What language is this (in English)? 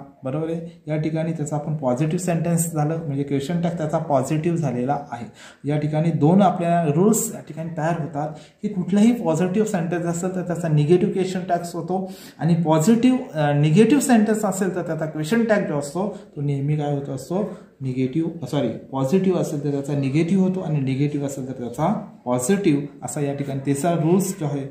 Marathi